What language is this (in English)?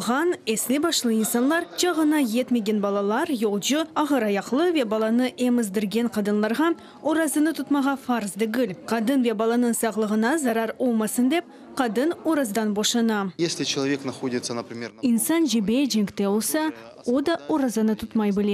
Crimean Tatar